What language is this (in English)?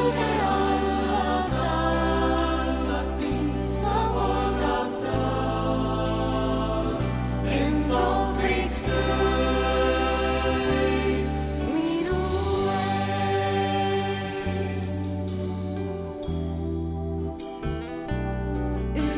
Estonian